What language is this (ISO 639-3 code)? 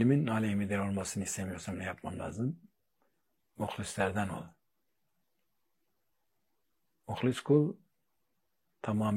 tur